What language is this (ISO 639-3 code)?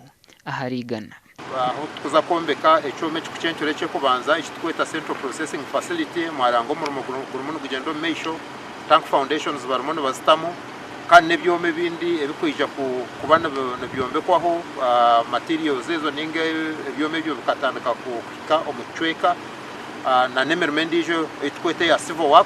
nyn